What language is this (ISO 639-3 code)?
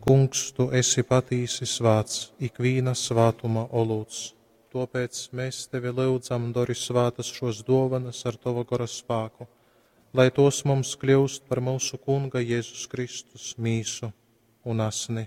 ltg